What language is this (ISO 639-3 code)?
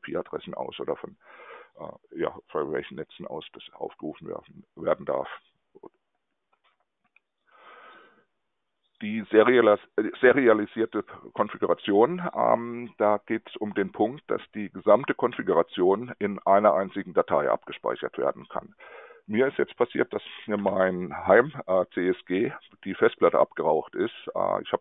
deu